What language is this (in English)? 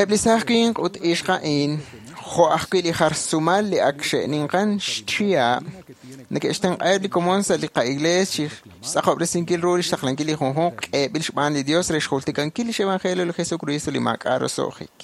Kekchí